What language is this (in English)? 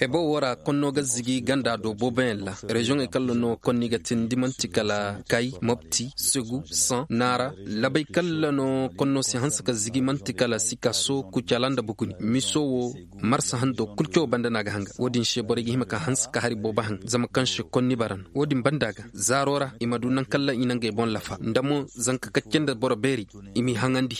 Koyraboro Senni